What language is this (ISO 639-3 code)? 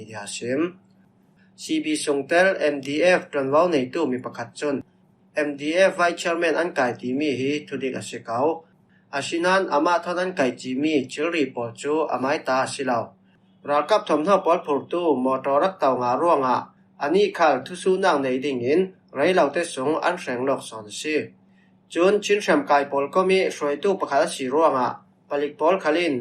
cfm